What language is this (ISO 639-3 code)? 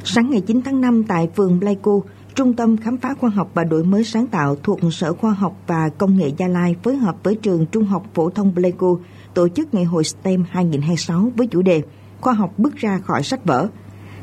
vie